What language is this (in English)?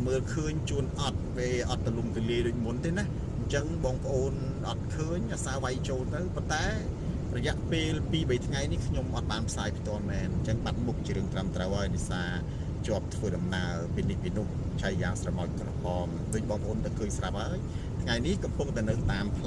Khmer